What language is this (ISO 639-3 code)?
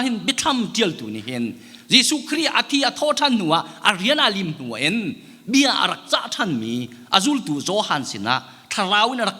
cnh